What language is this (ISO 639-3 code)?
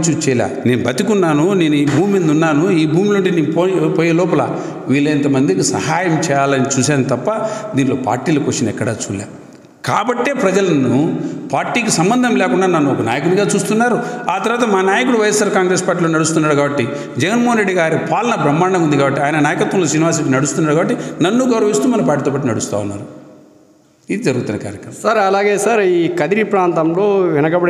tel